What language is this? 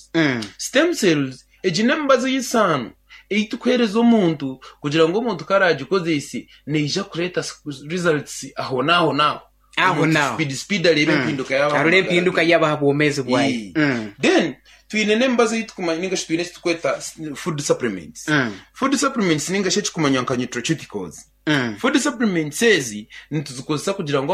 Nyankole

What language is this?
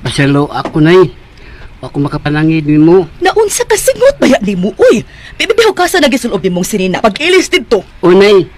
Cebuano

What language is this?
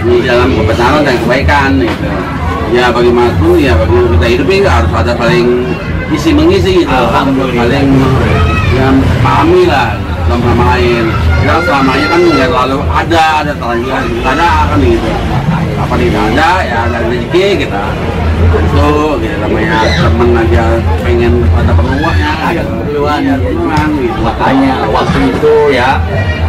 Betawi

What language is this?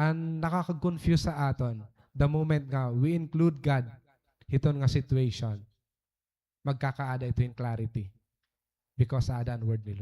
Waray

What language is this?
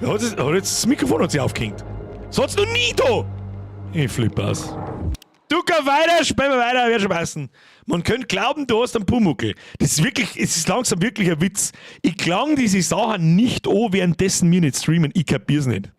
Bavarian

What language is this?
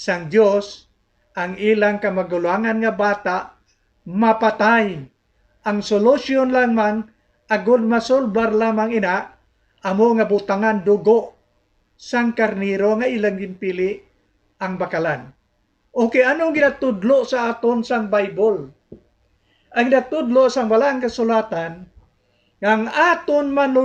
Hiligaynon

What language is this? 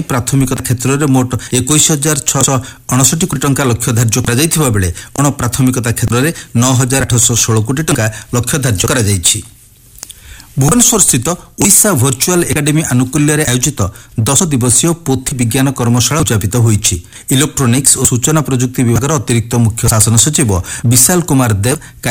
Odia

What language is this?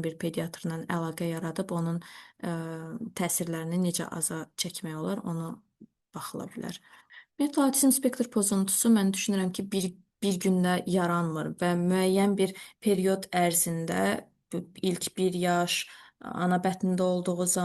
Azerbaijani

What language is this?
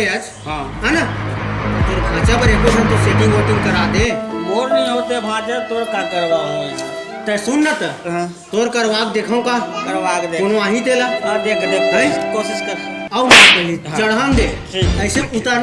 Chhattisgarhi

